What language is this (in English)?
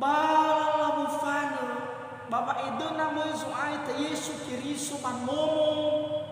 Nias